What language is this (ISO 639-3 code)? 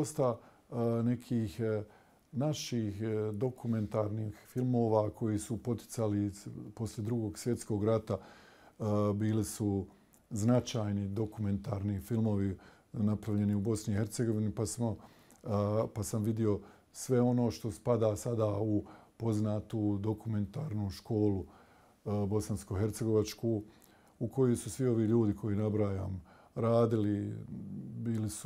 bos